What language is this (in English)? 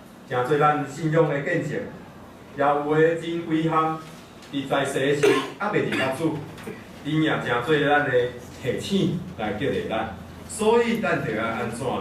Min Nan Chinese